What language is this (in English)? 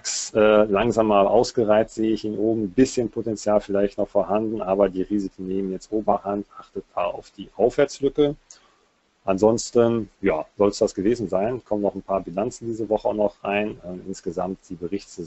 German